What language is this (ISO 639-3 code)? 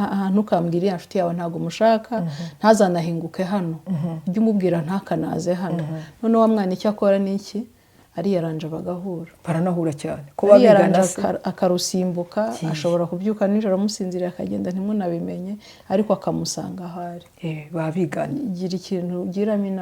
kin